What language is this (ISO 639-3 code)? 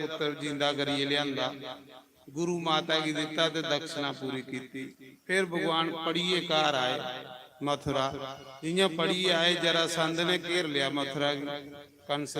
doi